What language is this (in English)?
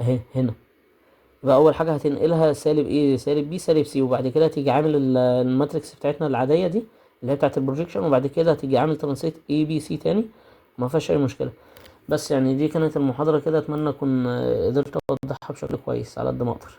Egyptian Arabic